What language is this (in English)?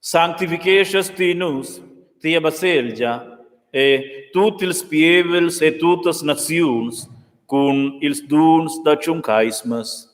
Romansh